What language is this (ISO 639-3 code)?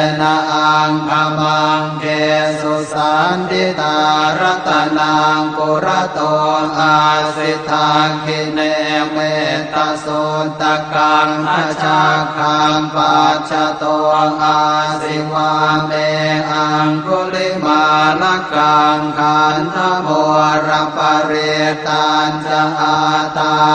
pli